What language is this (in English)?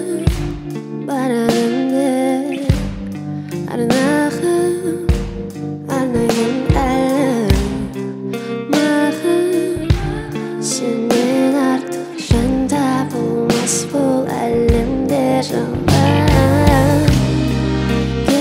Kazakh